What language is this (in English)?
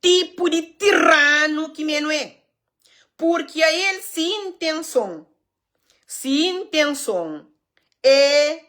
Kabuverdianu